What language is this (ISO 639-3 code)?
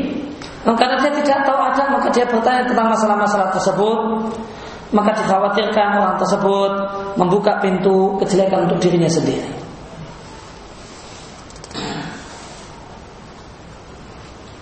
ind